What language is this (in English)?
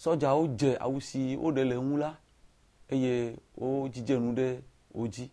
Ewe